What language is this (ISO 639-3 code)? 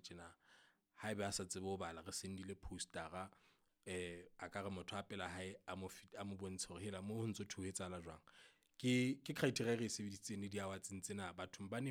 sot